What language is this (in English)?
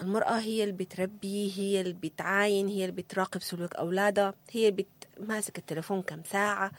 Sudanese Arabic